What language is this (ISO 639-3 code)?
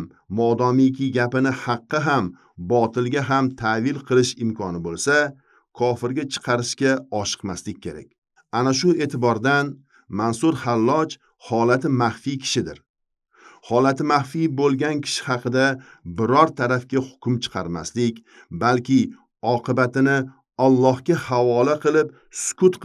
uzb